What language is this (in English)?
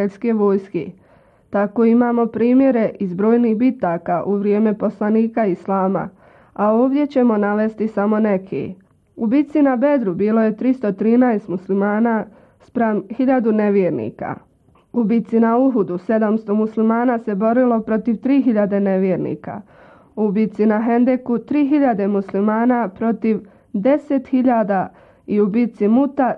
Bosnian